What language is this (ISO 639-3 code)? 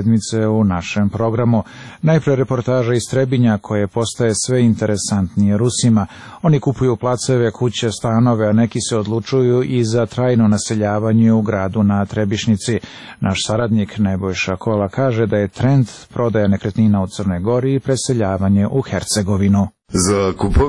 srp